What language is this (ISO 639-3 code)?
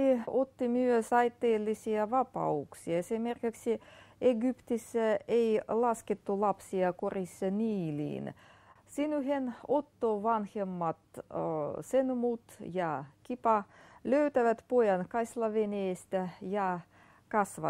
fin